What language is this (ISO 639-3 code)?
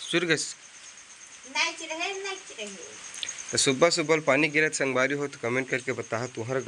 hne